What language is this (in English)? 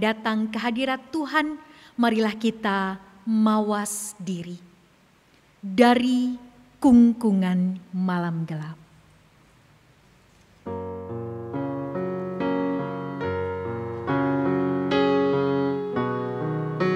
Indonesian